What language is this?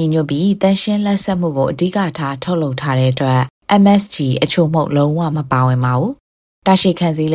Burmese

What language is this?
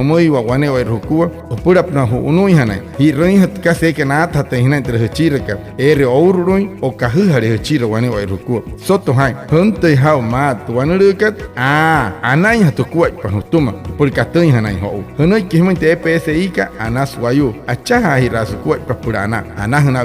Wayuu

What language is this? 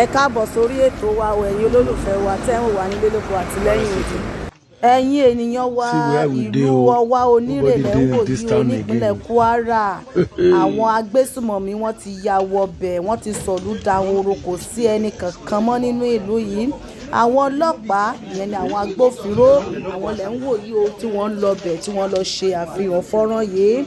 Yoruba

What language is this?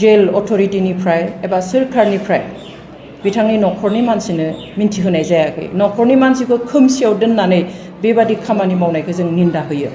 Bodo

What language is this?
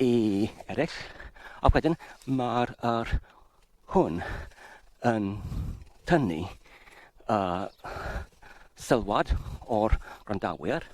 Welsh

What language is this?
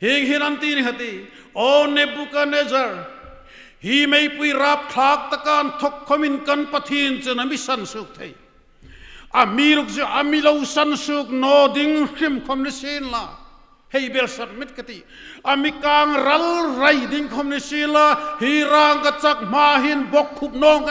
Hmar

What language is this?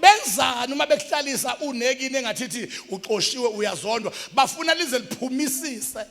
Zulu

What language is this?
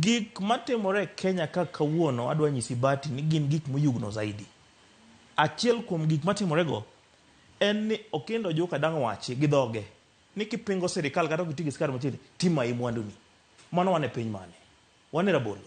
Luo (Kenya and Tanzania)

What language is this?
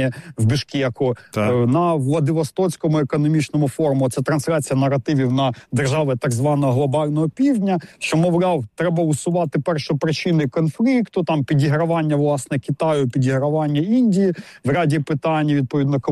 Ukrainian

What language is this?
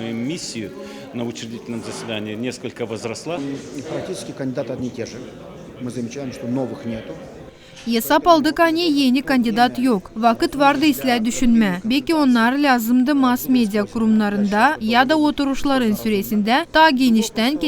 Gagauz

